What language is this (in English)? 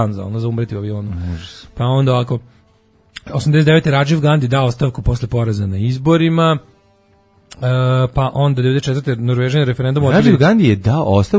Serbian